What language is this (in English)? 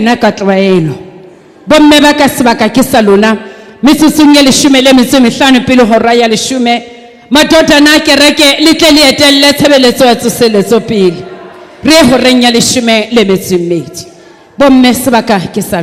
Southern Sotho